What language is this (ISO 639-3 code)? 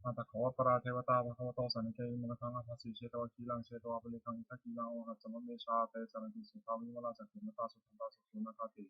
pli